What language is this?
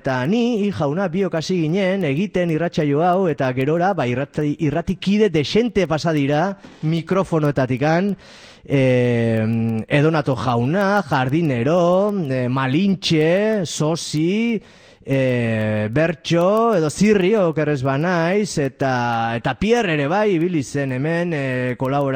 Basque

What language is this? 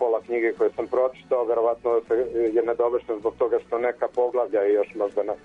Serbian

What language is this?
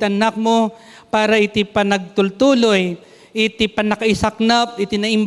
Iloko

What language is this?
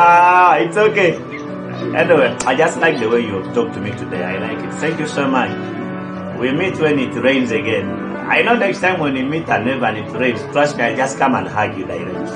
Kumam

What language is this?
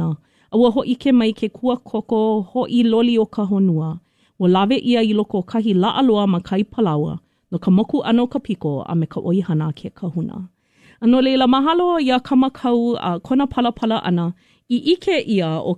Hawaiian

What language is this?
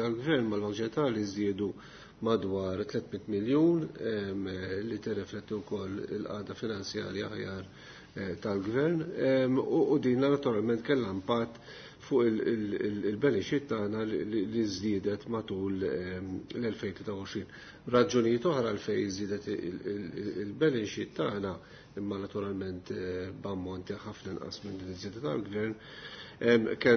Maltese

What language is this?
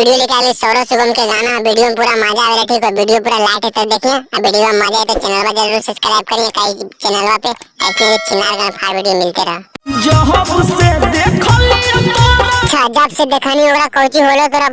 Magahi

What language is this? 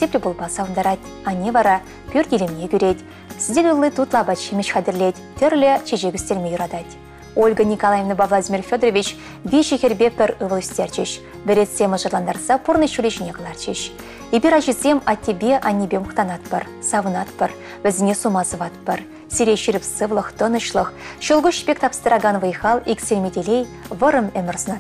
Chuvash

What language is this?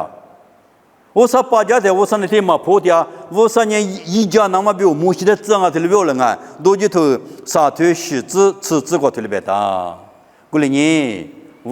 Lisu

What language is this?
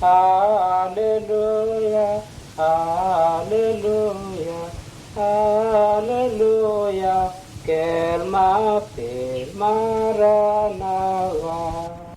Mota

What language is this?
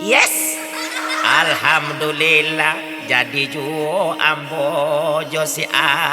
Minangkabau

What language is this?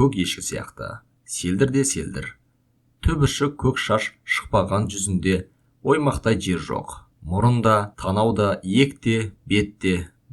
Kazakh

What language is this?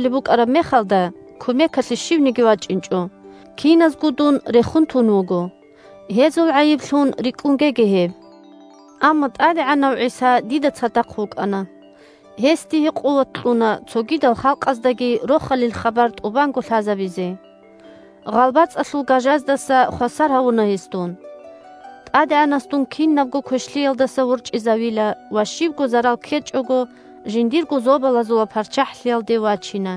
Avaric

